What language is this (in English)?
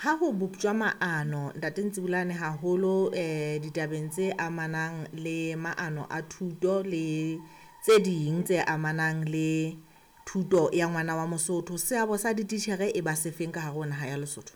Southern Sotho